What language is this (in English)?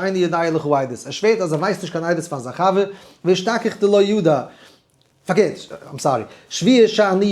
Yiddish